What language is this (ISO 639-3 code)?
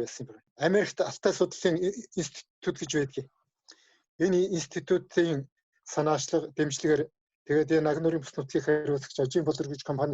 mon